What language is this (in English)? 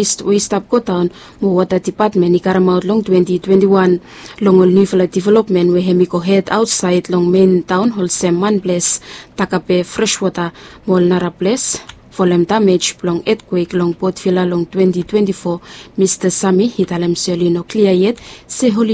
Bislama